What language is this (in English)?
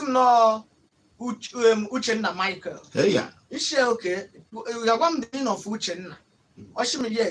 Igbo